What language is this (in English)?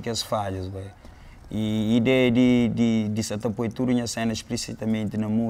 Kabuverdianu